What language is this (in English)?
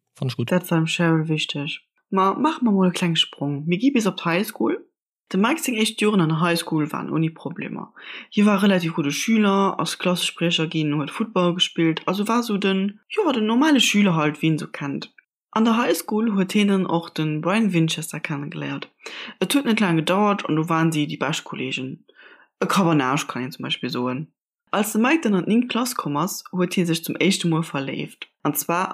Luxembourgish